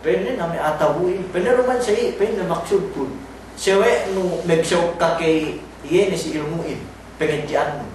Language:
Yakan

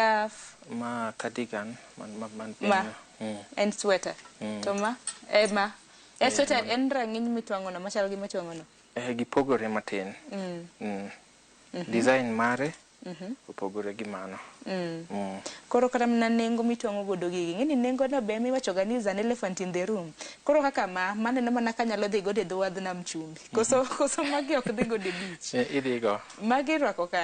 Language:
Luo (Kenya and Tanzania)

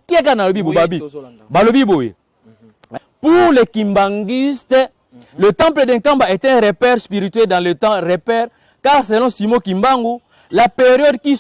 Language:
Lingala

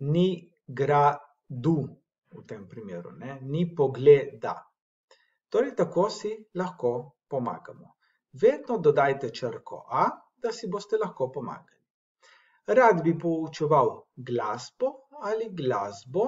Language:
Slovenian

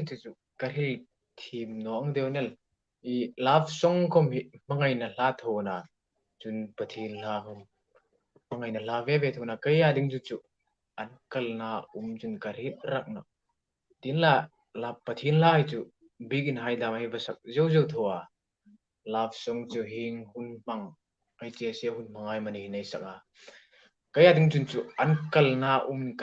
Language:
Hmar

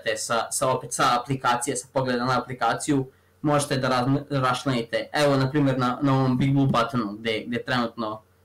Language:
Serbian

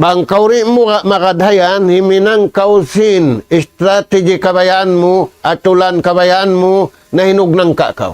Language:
Tausug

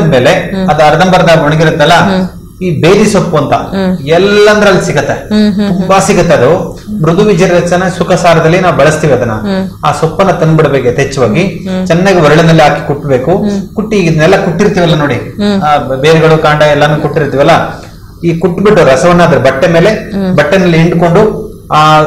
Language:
Kannada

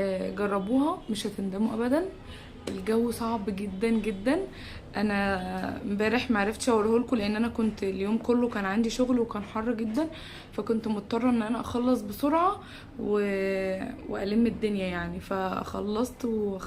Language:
Egyptian Arabic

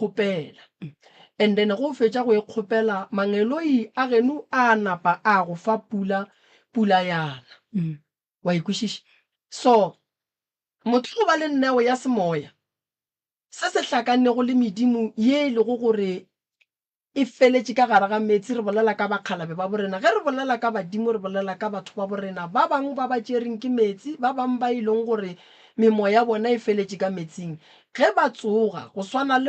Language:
Northern Sotho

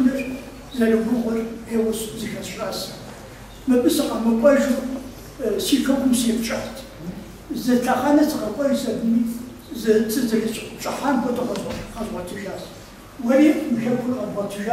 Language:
Kabardian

